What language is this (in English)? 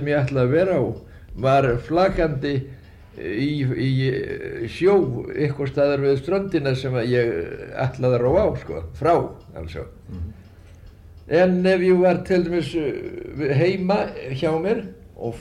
Icelandic